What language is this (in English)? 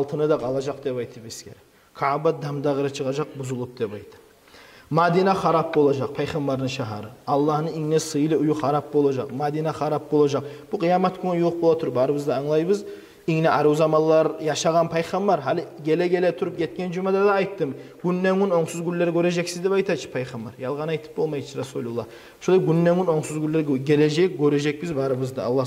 Kumyk